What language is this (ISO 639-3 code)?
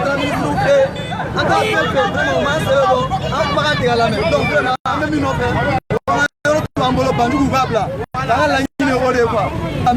bam